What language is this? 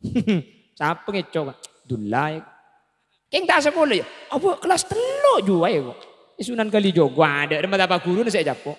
Madurese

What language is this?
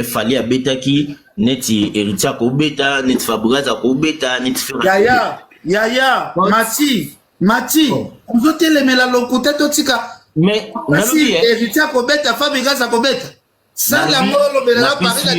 Lingala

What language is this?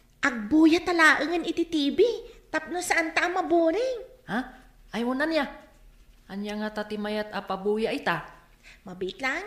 Iloko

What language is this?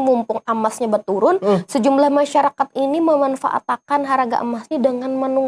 Banjar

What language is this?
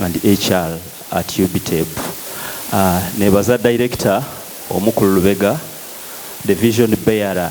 Soga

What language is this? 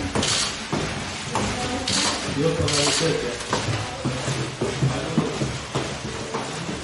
Turkish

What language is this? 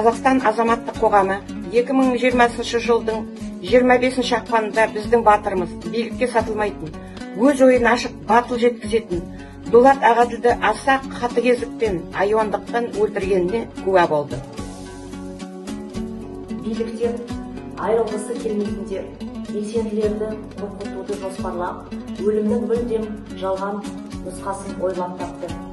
Kazakh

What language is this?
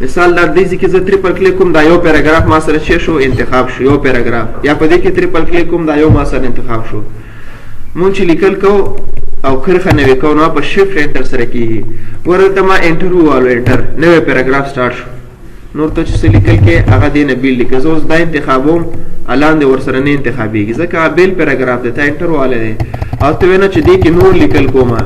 Pashto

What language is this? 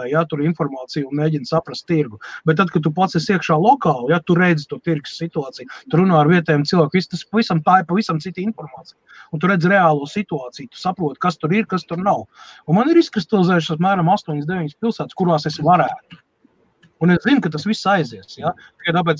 Latvian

